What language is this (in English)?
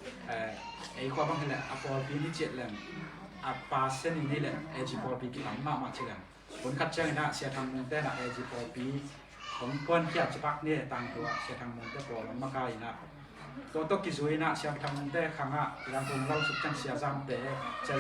Tedim Chin